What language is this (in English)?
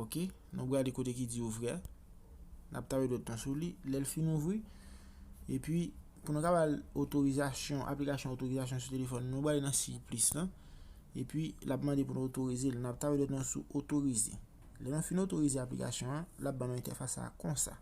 Haitian Creole